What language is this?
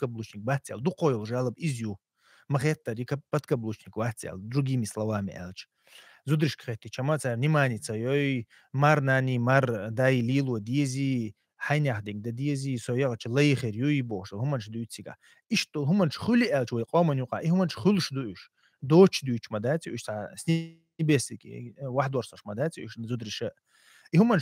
Chechen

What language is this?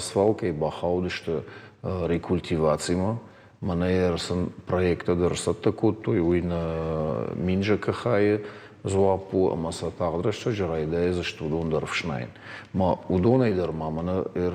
Ossetic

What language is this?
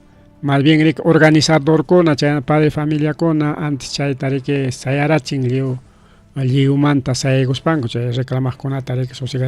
Ayacucho Quechua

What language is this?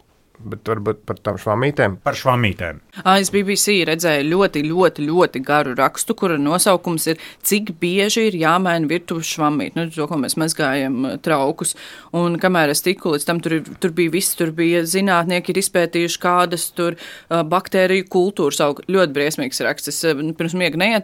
Latvian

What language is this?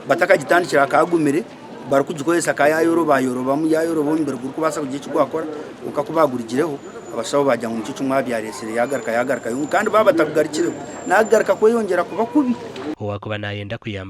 Nyankole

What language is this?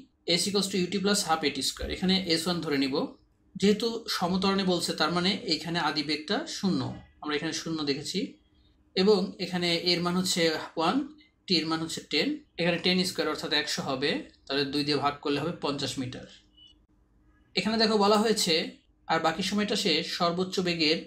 Bangla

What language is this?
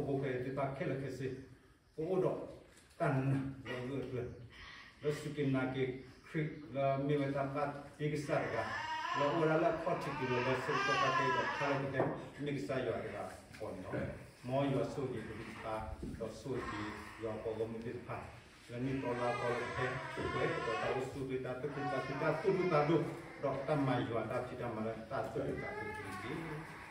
S'gaw Karen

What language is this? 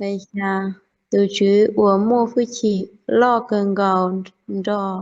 Hmong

